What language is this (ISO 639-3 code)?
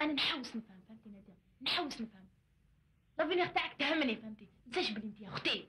arq